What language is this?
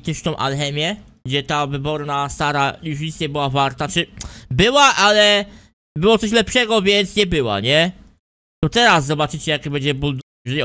Polish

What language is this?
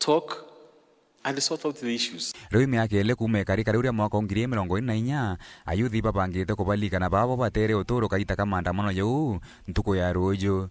Meru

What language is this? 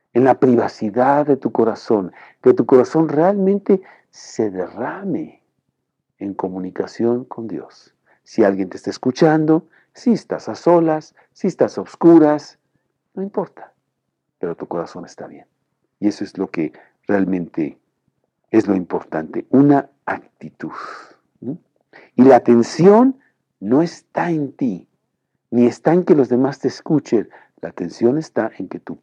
Spanish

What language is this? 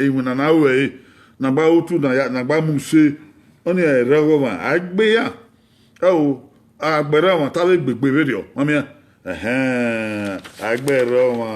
Bini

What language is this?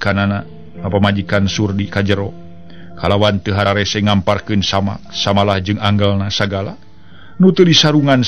Sundanese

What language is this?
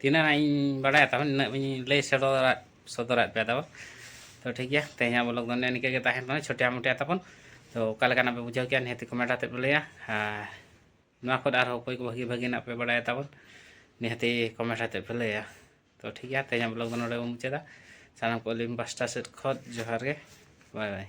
Santali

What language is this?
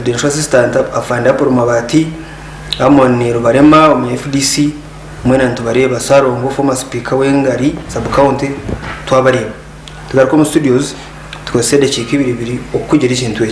Nyankole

